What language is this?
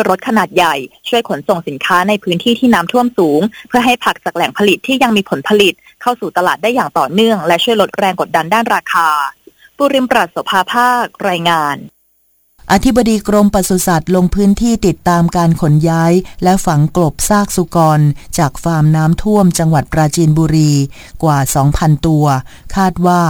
Thai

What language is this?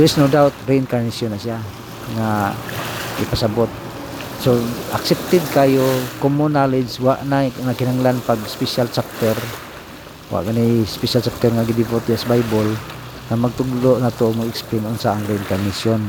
Cebuano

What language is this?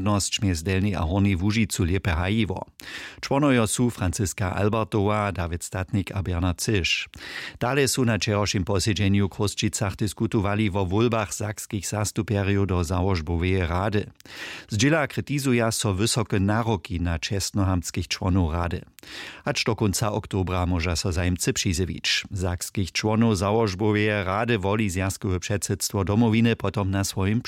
Upper Sorbian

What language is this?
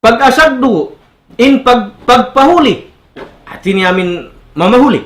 Tausug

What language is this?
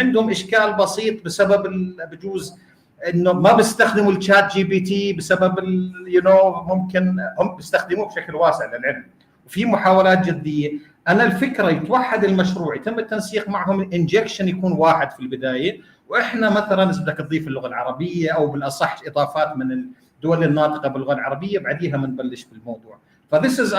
North Levantine Arabic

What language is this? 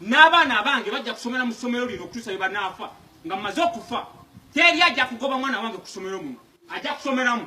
Ganda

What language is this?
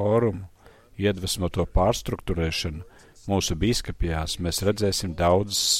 Latvian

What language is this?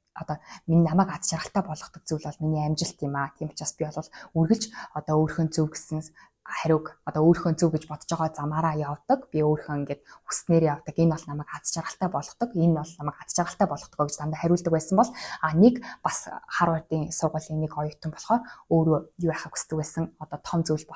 Mongolian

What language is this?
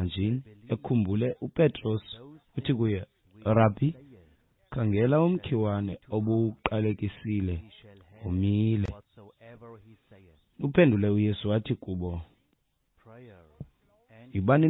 Xhosa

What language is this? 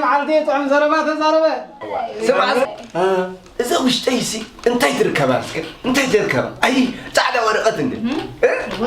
Tigrinya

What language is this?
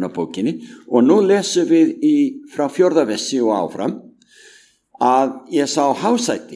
Icelandic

